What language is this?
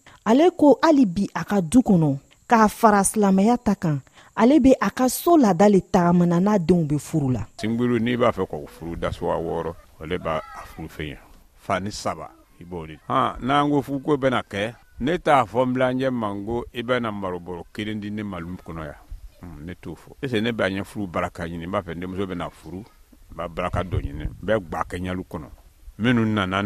Bambara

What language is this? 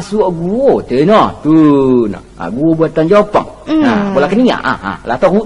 Minangkabau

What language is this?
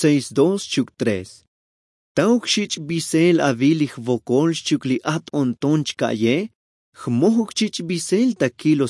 Tzotzil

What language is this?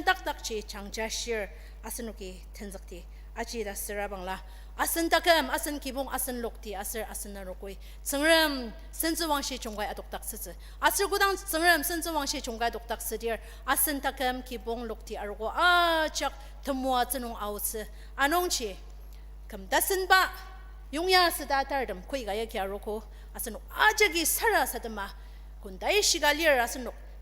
Ao Naga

